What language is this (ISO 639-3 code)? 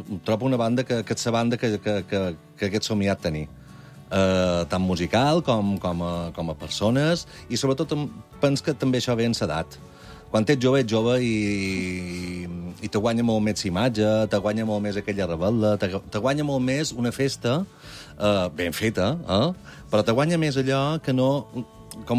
cat